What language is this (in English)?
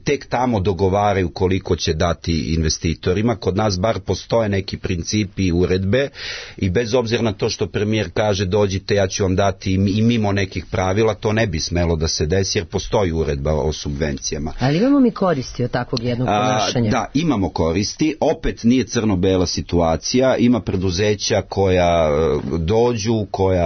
Serbian